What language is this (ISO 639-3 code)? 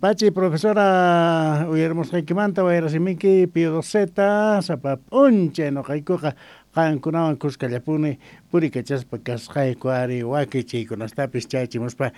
quh